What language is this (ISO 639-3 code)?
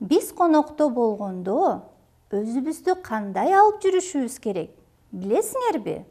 kir